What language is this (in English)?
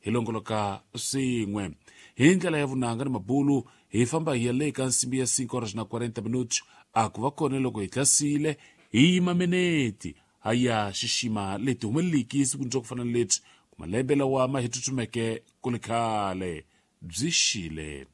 Tsonga